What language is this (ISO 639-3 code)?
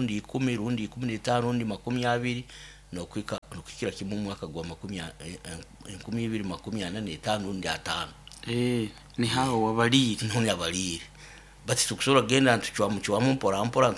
nyo